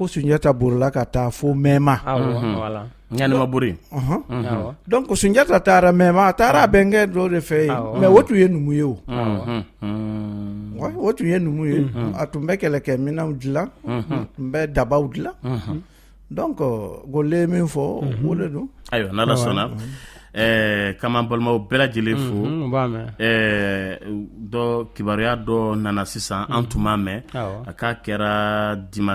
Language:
Bambara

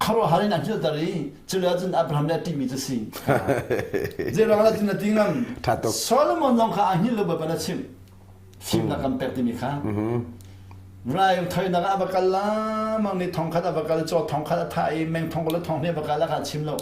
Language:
Hakha Chin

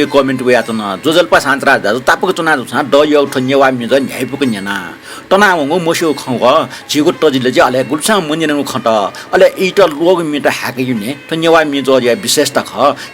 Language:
Newari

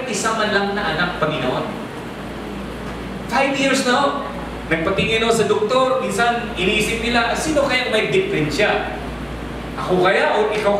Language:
Filipino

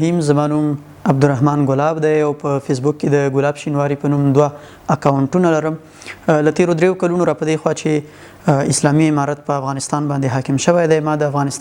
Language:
Pashto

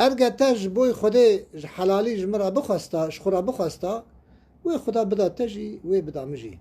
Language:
Kurdish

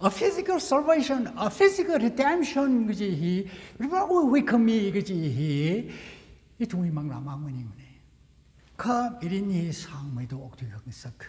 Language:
Tangkhul Naga (India)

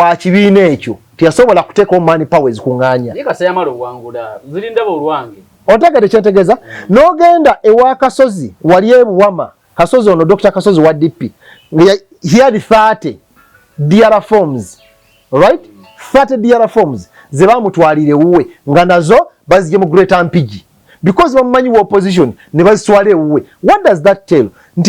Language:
Ganda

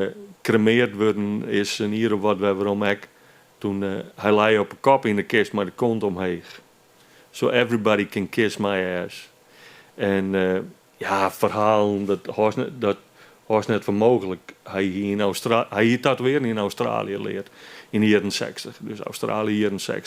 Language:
Western Frisian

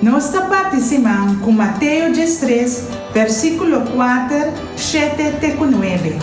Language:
Papiamento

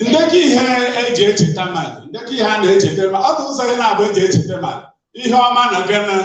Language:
Igbo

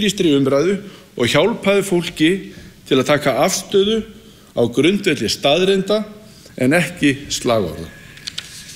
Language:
Icelandic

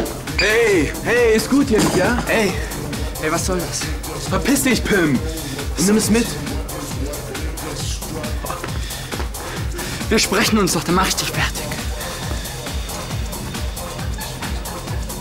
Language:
German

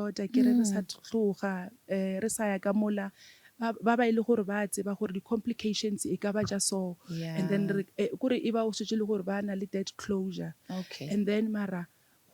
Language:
Northern Sotho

